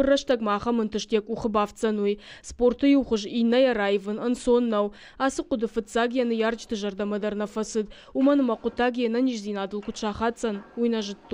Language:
Ossetic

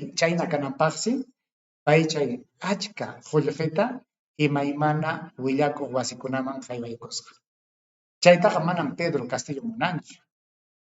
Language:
Ayacucho Quechua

